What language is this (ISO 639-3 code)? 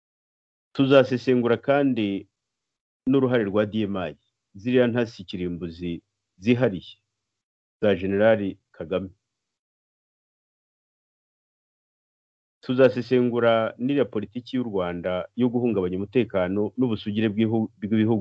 kin